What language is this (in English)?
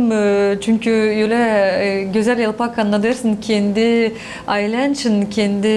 Gagauz